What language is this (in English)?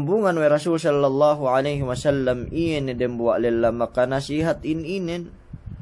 Yakan